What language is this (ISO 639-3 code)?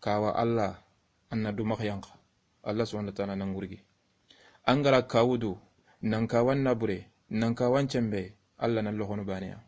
snk